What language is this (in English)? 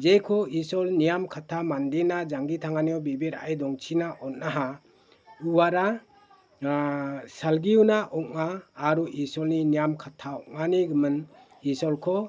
Garo